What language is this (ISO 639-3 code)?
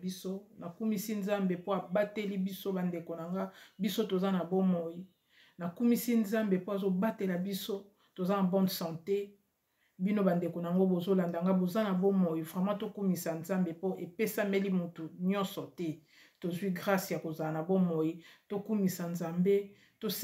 lin